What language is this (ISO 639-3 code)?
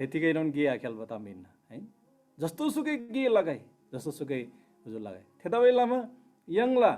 taj